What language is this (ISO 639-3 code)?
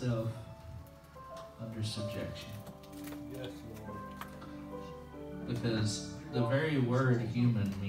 eng